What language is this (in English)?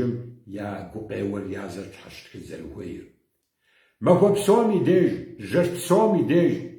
Kabardian